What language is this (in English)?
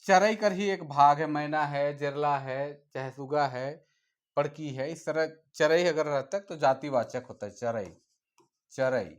Sadri